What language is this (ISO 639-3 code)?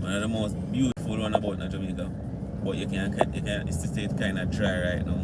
jam